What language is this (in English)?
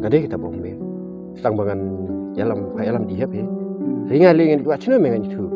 Khasi